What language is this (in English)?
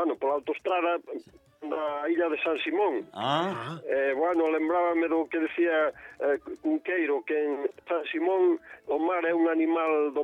Galician